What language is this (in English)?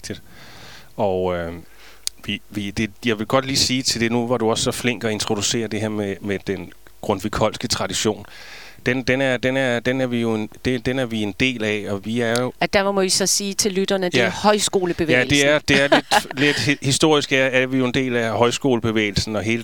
Danish